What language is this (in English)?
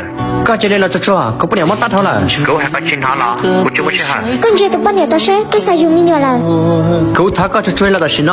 Hmong